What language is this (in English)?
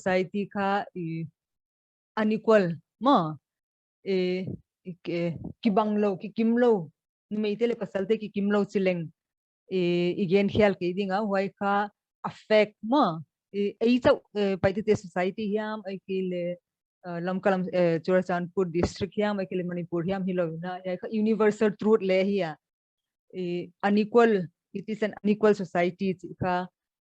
Paite Chin